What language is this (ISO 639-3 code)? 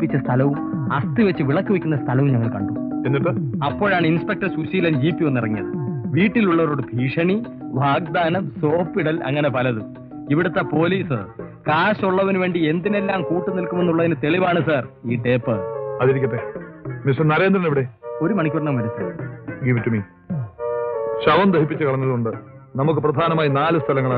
mal